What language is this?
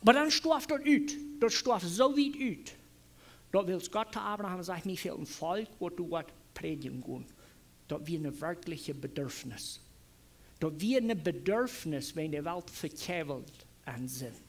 Plautdietsch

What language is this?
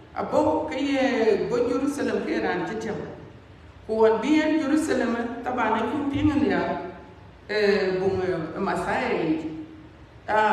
Dinka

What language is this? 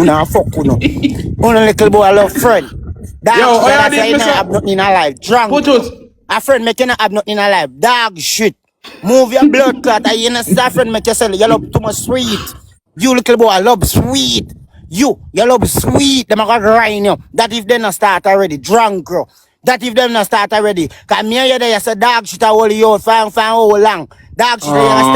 Jamaican Creole English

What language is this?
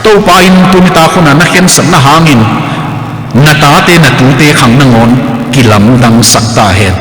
Tedim Chin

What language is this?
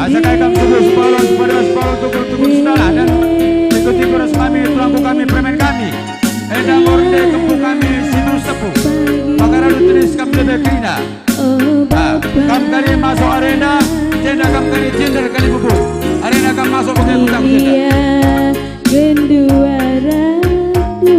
Batak Karo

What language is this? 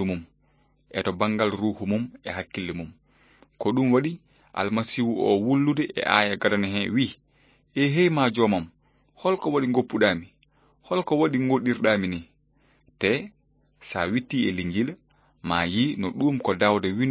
Fula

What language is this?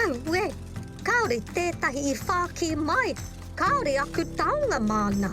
Māori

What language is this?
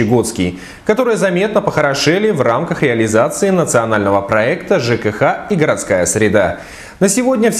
Russian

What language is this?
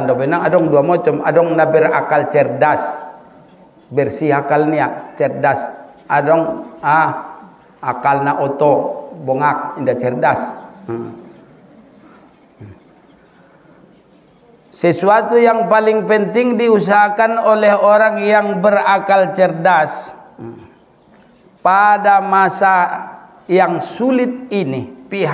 Batak Mandailing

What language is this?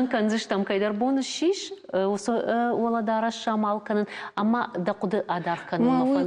Ossetic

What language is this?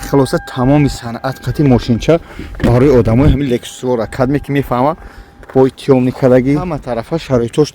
Tajik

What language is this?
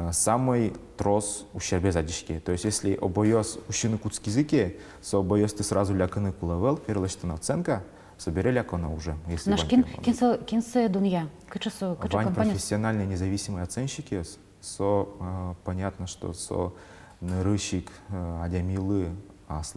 Udmurt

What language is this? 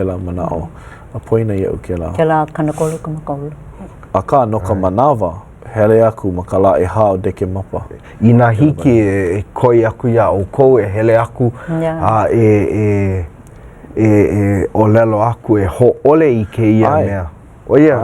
Hawaiian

